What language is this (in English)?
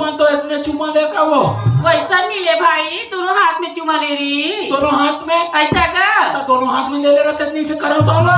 Chhattisgarhi